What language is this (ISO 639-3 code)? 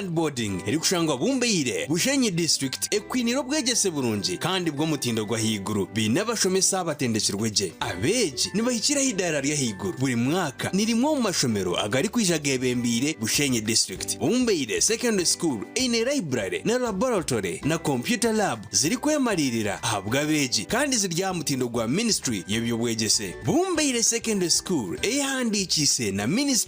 nyn